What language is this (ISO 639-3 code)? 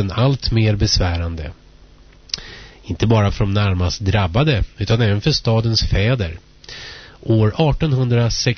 swe